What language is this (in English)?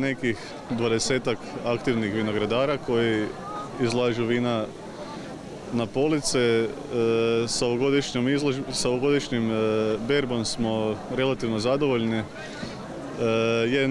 Croatian